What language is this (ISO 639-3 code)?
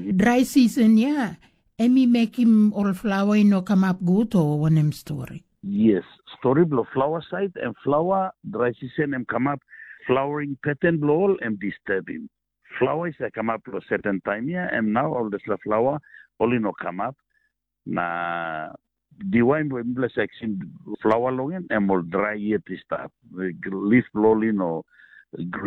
tpi